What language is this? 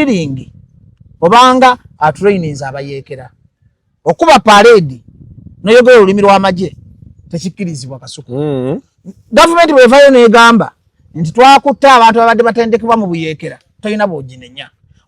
Ganda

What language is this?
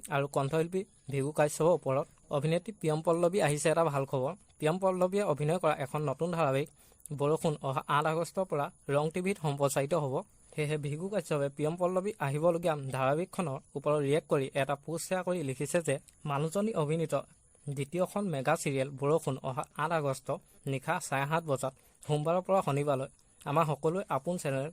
Assamese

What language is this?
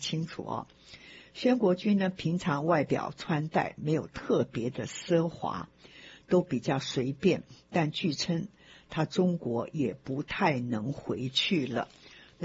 Chinese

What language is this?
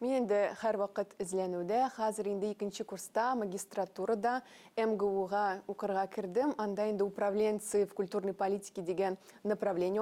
Tatar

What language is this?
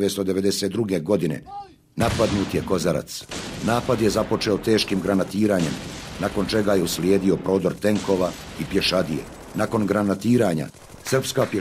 Bosnian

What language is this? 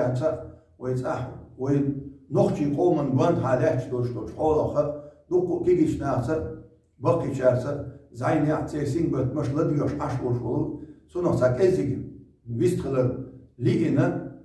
Chechen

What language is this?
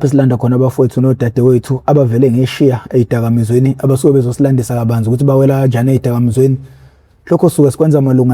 Zulu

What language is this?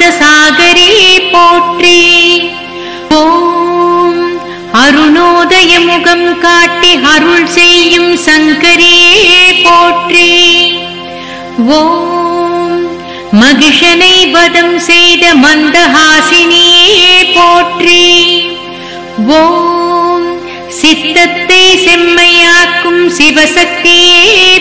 Tamil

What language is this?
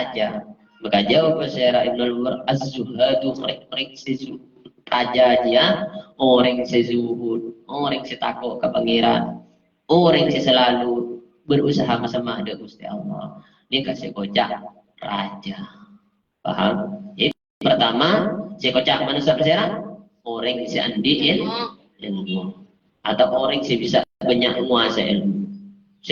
Madurese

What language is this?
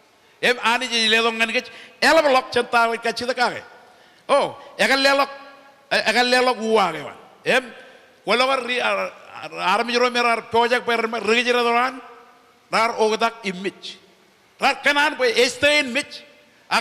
Marshallese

